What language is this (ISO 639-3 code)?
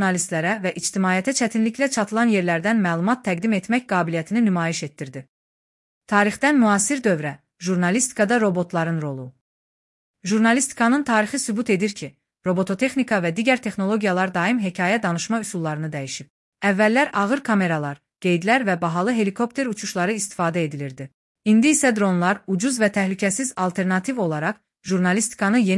aze